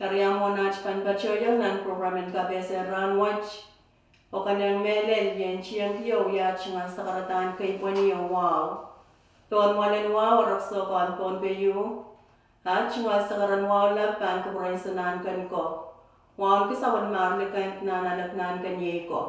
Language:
Pohnpeian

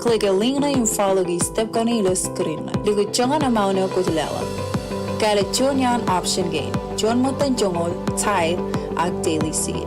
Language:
Marshallese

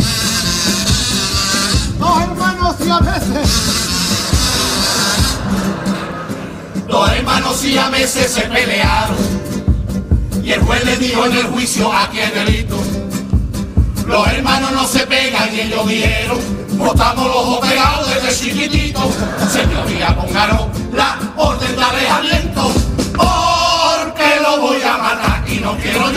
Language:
Spanish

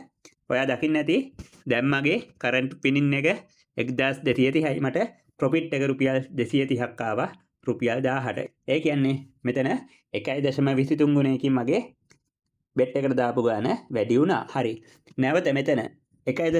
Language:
Sinhala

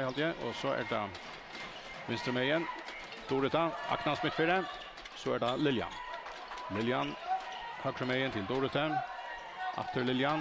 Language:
Faroese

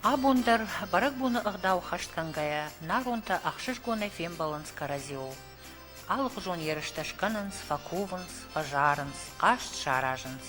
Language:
Ossetic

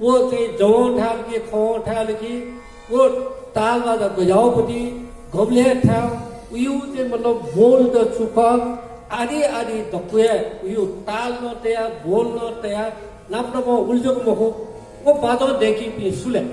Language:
Newari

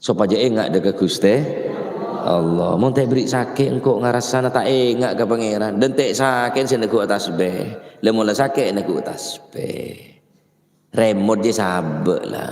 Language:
Madurese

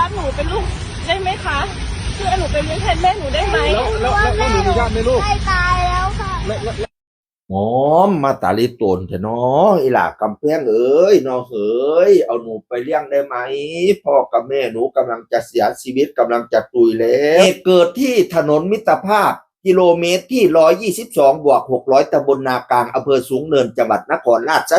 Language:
Northeastern Thai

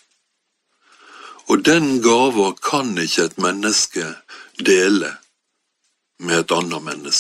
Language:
Norwegian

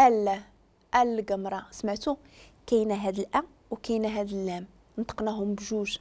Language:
Moroccan Arabic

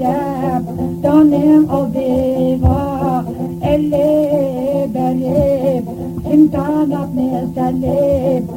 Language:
Uyghur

